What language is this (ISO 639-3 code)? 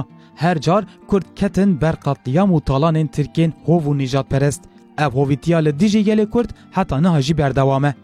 kur